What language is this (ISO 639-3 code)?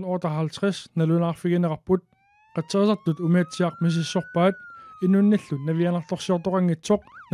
kal